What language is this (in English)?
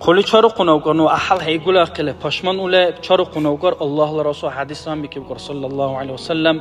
Dargwa